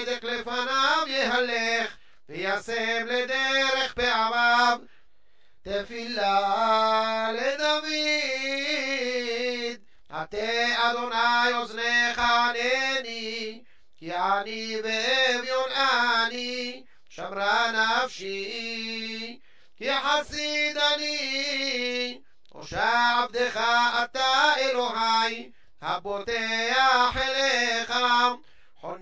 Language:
Hebrew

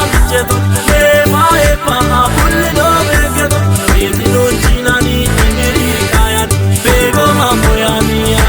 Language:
Kafa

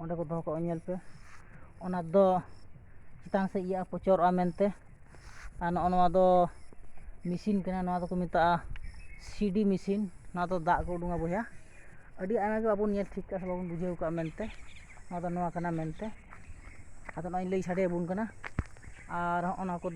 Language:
Santali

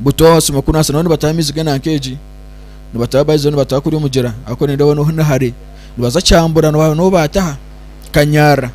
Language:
Nyankole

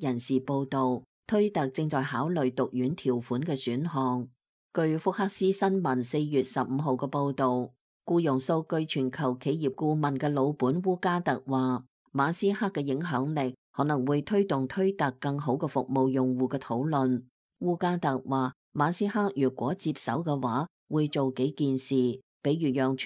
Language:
Cantonese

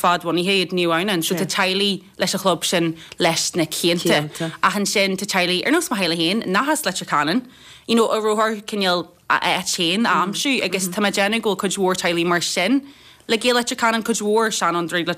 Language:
Irish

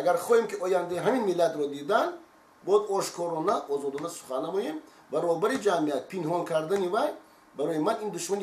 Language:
Tajik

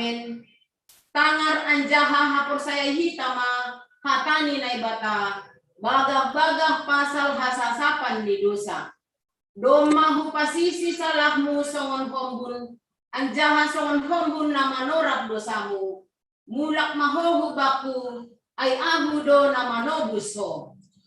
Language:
Batak Simalungun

